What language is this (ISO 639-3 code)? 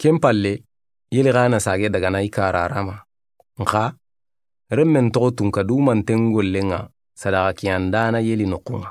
snk